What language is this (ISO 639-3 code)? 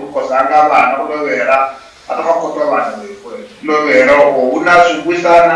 luy